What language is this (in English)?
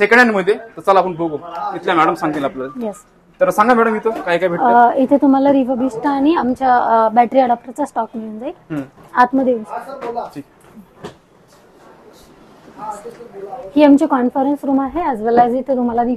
Marathi